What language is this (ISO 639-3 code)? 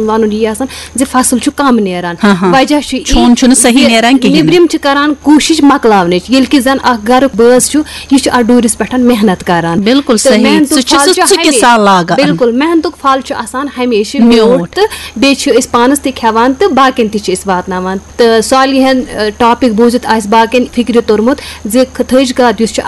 kas